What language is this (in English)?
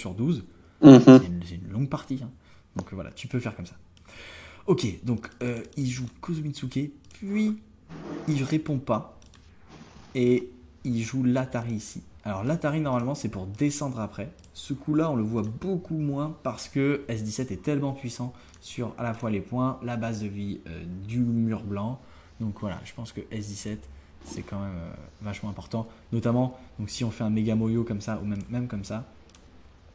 French